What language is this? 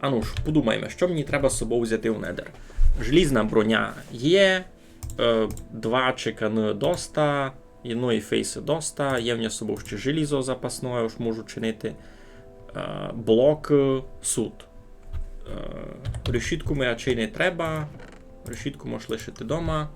Rusyn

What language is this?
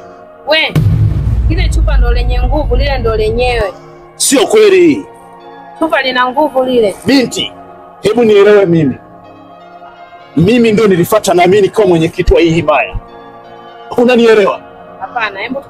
Swahili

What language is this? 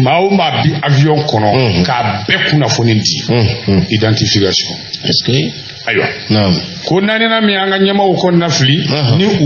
Bambara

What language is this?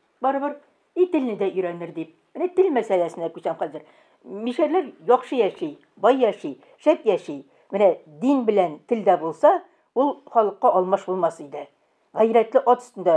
Tatar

